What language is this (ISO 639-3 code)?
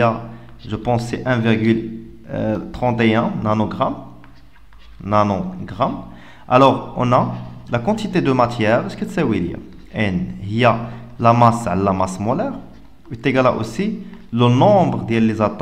fra